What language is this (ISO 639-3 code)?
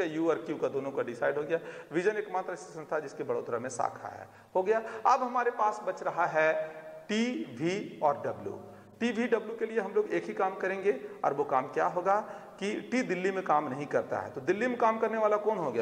hin